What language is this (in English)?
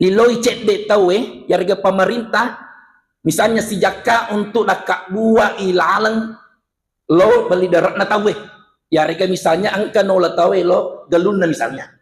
Buginese